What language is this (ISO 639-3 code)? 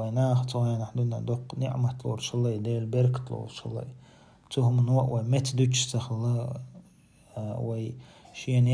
che